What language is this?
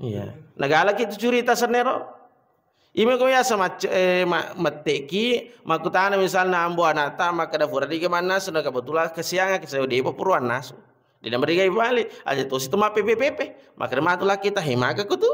Buginese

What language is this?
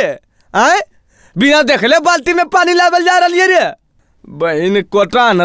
Magahi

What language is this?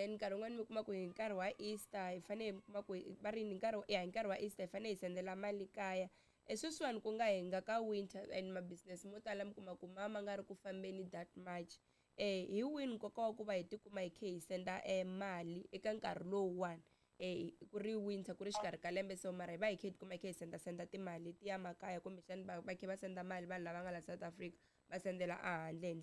Tsonga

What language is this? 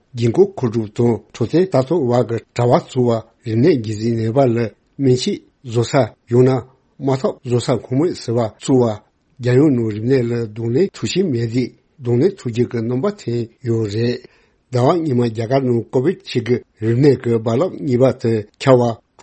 Tibetan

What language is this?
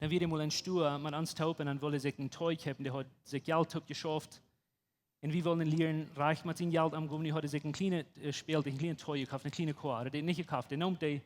Plautdietsch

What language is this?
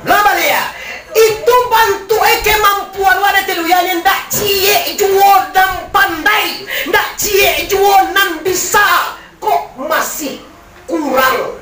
Minangkabau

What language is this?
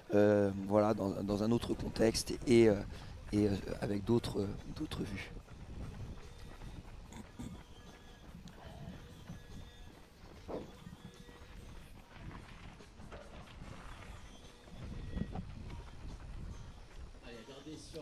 French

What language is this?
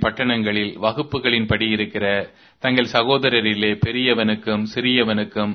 Tamil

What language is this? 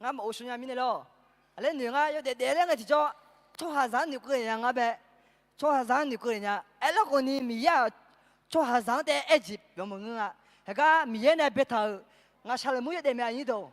Akha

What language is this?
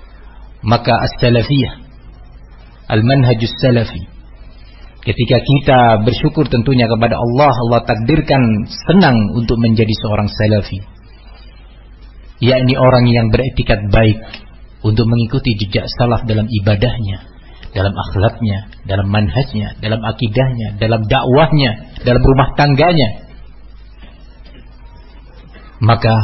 Indonesian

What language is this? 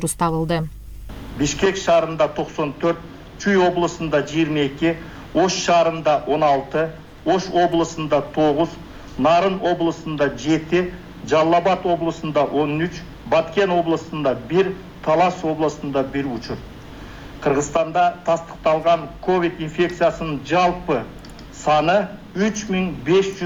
Kyrgyz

